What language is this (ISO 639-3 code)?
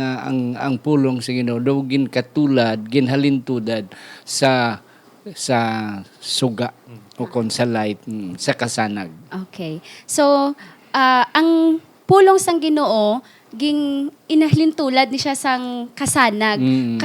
hil